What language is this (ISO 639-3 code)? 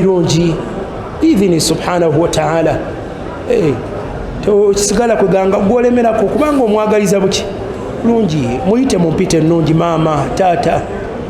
lug